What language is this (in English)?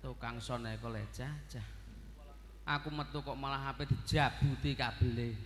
Javanese